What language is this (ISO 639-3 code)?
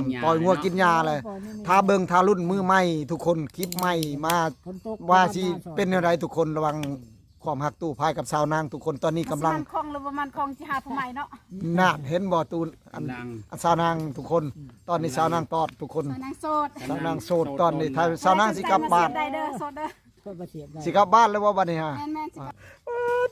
tts